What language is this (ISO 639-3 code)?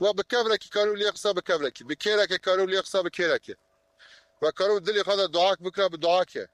kur